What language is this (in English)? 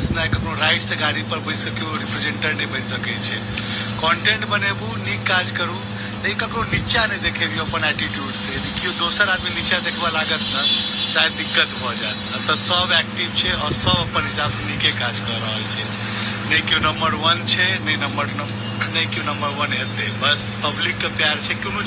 Maithili